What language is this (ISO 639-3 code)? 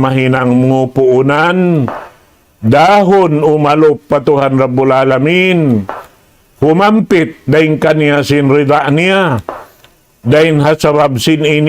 tsg